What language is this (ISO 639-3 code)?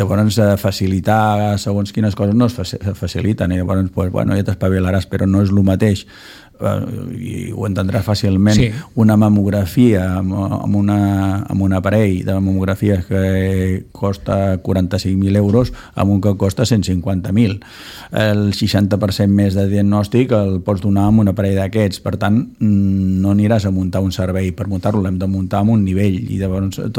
cat